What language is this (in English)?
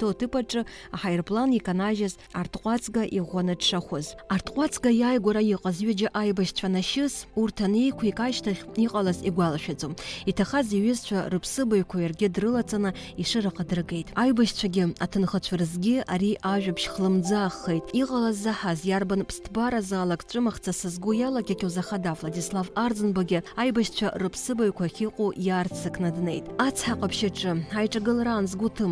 Abkhazian